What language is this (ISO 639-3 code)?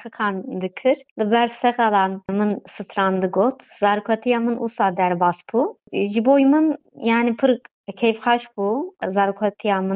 kur